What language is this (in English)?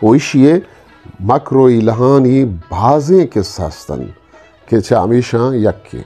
Eastern Balochi